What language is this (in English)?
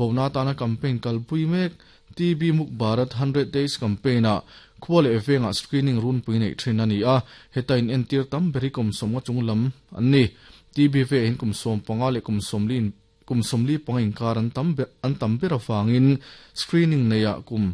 Mizo